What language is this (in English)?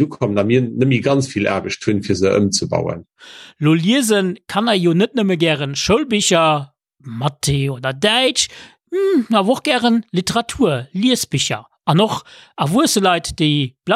Luxembourgish